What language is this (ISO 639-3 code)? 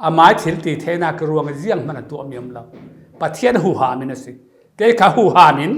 cfm